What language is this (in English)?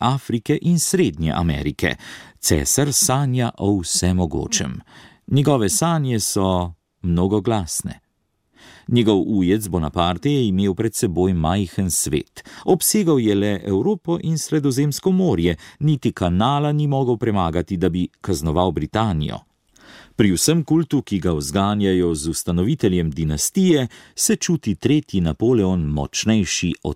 Slovenian